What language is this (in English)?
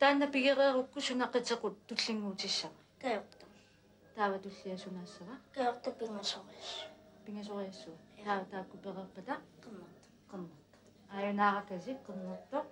Kalaallisut